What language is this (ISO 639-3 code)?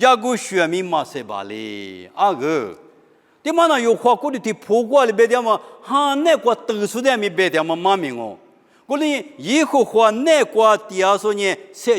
lis